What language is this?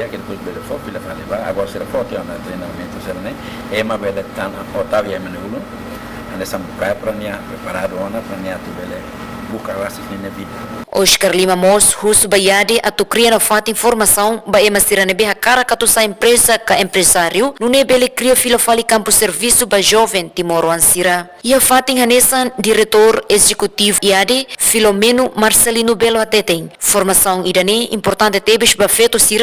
Tetum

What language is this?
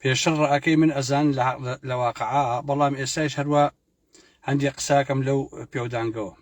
Central Kurdish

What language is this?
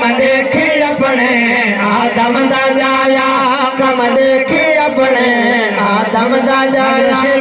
Saraiki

